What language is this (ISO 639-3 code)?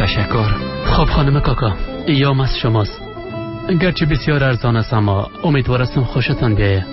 fas